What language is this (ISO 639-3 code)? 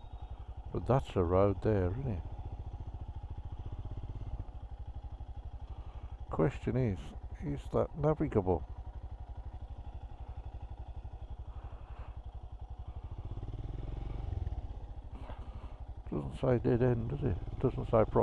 eng